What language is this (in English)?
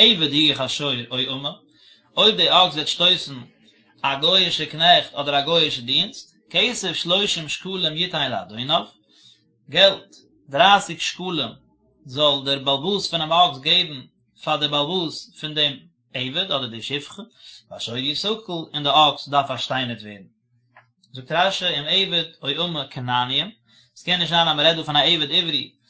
Yiddish